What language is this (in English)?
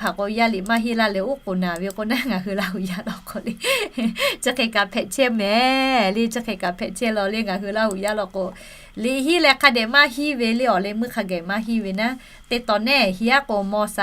Lahu